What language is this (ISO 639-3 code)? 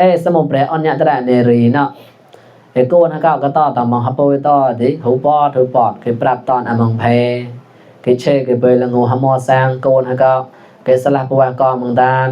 mnw